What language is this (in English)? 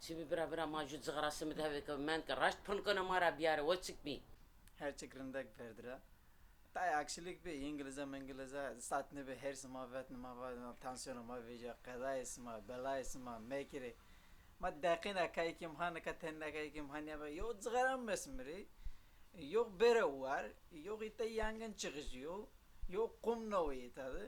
Zaza